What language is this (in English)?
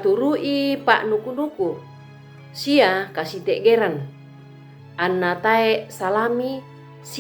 Toraja-Sa'dan